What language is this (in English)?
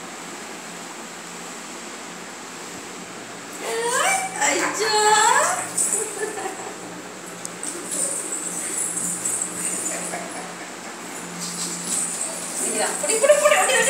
Tamil